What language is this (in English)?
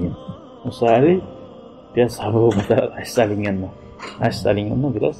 Kumyk